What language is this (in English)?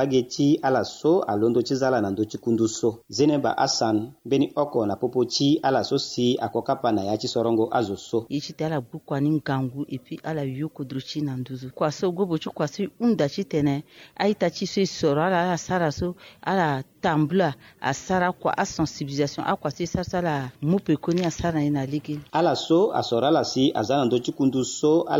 Sango